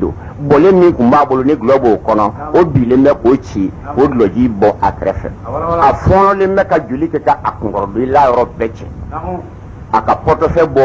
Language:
Bambara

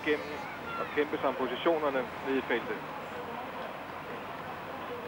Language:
Danish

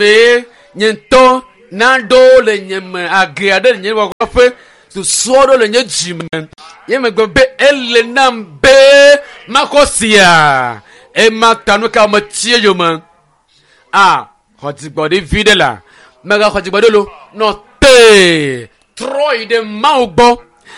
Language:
Ewe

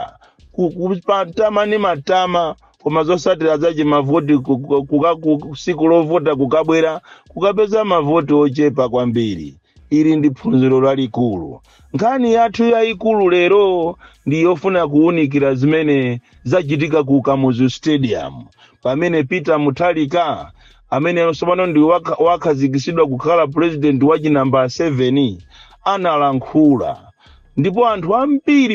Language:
Nyanja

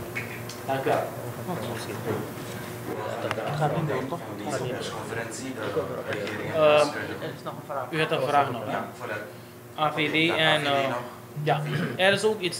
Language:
Dutch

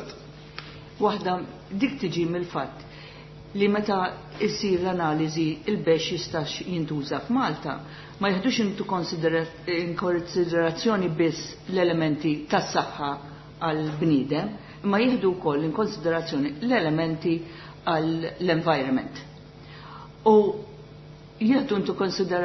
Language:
Maltese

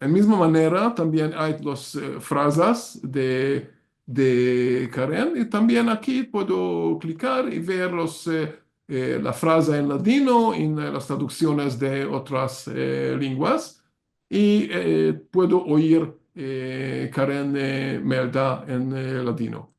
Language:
Ladino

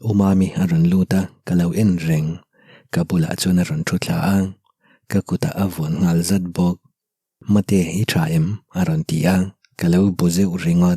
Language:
Mizo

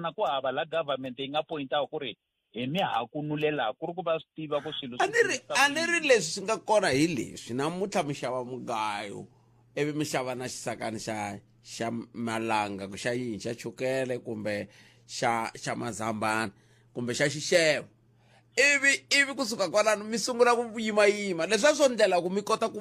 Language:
Tsonga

